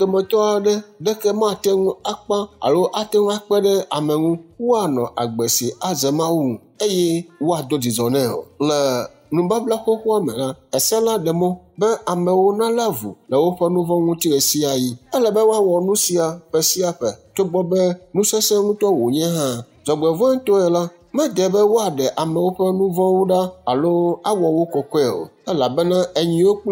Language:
Ewe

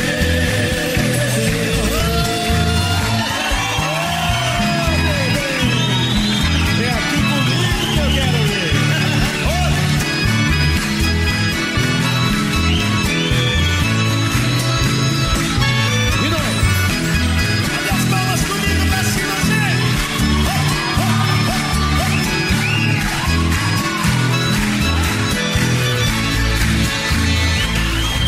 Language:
Portuguese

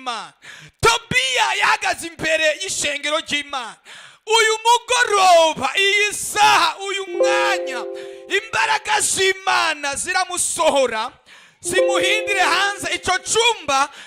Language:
Rundi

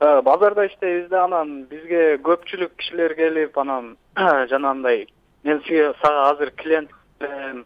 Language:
Kyrgyz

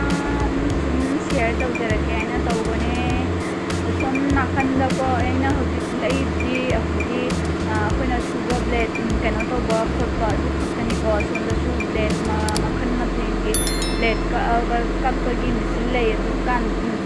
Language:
Manipuri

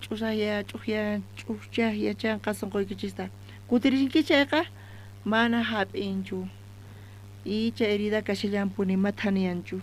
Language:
South Bolivian Quechua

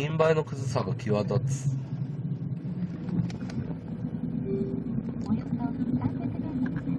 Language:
Japanese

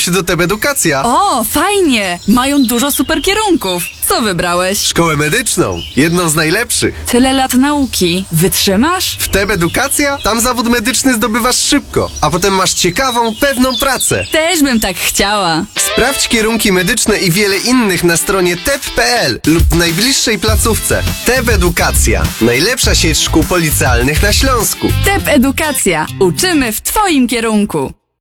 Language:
Polish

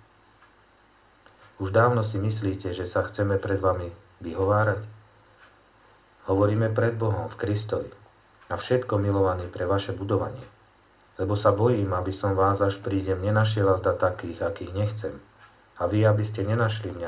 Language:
Slovak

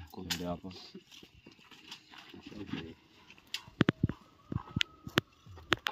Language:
Swahili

